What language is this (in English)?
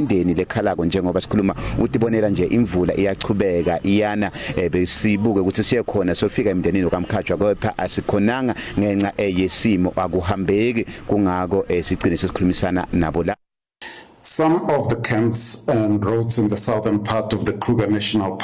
Zulu